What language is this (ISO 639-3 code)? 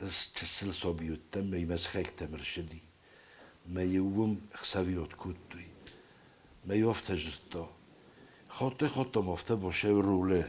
oss